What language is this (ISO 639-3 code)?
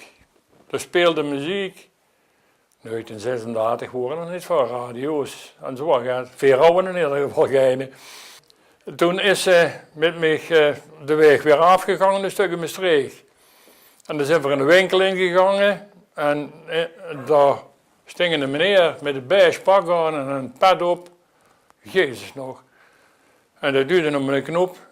lim